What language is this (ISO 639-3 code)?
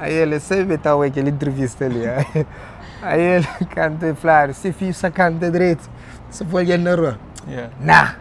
kea